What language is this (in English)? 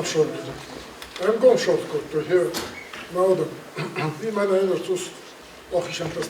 Ossetic